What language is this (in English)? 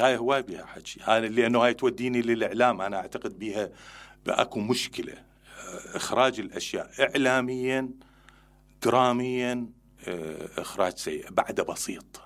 Mesopotamian Arabic